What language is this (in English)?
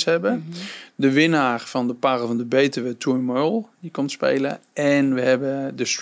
Dutch